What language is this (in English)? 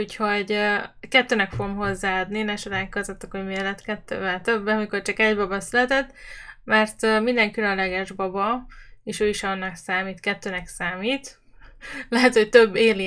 Hungarian